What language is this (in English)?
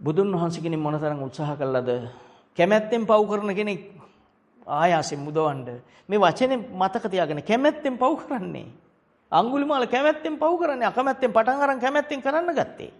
Sinhala